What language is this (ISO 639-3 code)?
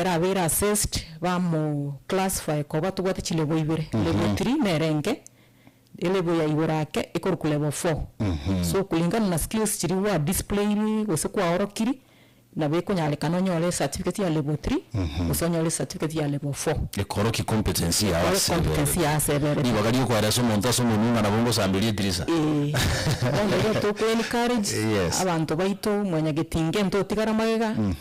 guz